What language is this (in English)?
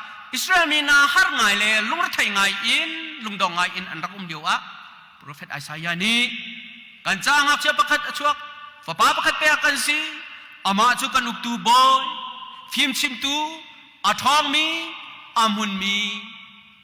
Hakha Chin